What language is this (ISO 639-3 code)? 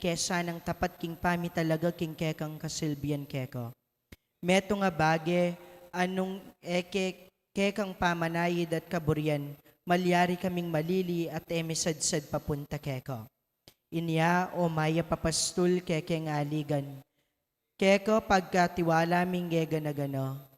pam